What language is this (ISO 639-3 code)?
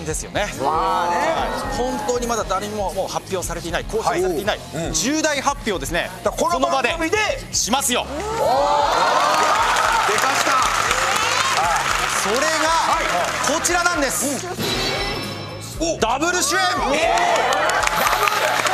jpn